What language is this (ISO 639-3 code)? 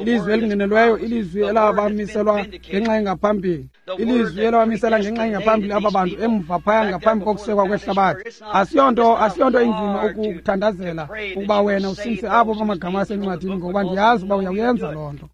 xho